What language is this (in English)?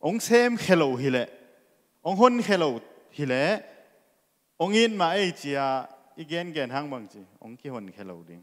Tedim Chin